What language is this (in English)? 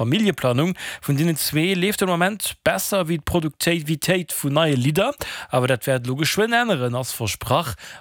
Luxembourgish